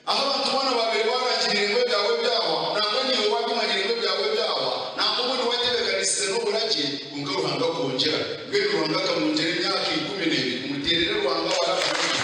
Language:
Nyankole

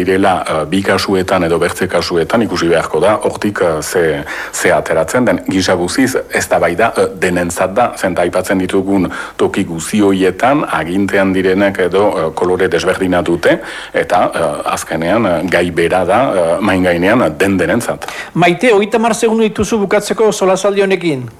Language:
Basque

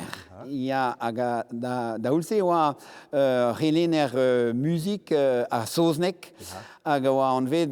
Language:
Breton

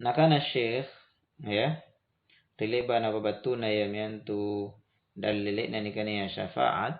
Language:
Makasar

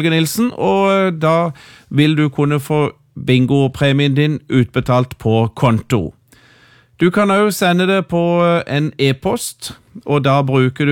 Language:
Norwegian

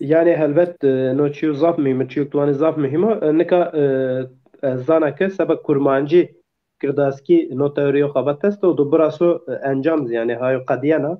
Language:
Zaza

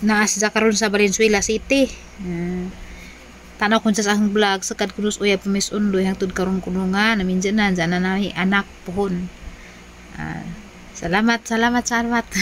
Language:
Cebuano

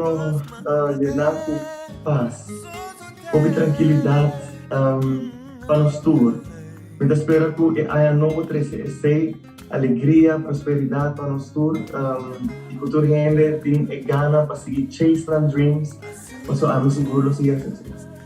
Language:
Papiamento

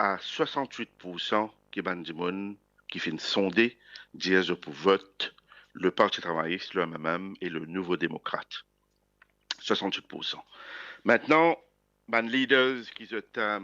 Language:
Morisyen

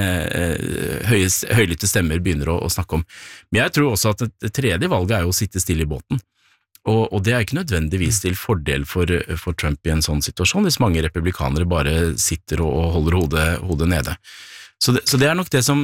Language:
Norwegian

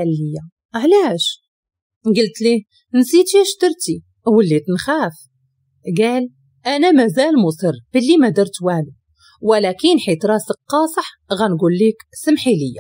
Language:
Moroccan Arabic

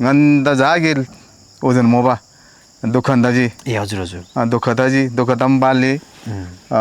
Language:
Eastern Tamang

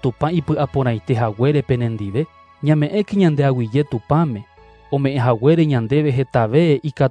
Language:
Guarani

